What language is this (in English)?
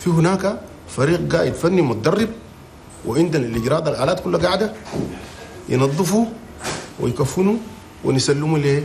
Chadian Arabic